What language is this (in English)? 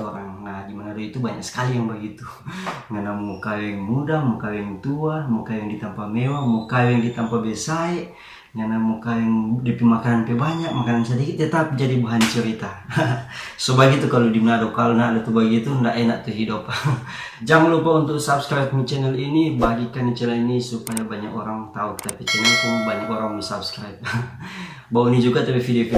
Manado Malay